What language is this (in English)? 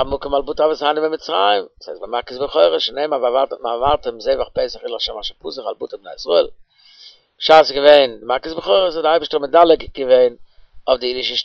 Yiddish